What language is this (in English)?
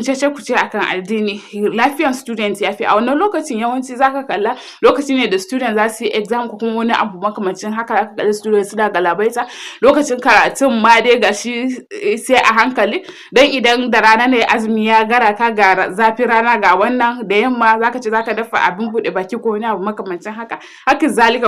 Hausa